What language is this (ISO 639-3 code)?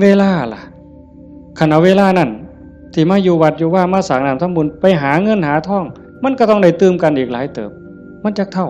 tts